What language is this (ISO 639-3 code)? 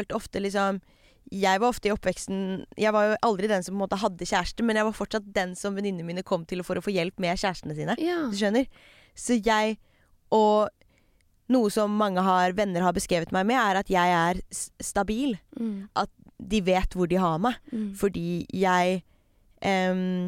nor